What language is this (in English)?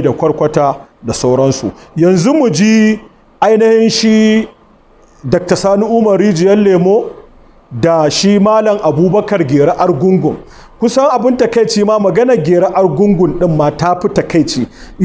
Hausa